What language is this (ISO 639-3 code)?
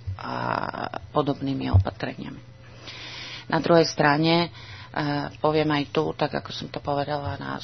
slk